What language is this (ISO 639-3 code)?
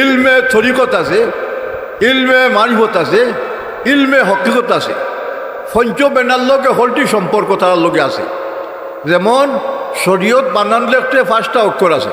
syl